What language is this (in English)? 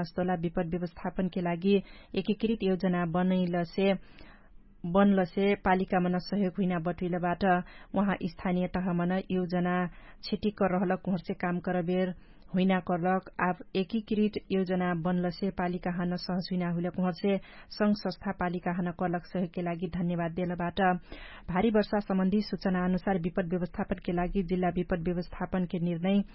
Dangaura Tharu